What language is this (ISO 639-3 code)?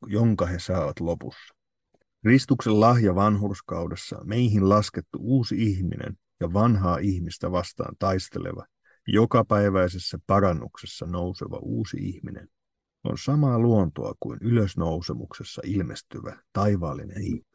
fin